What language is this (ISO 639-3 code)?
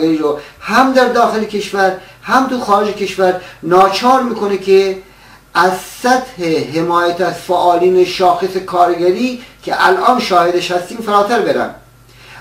fas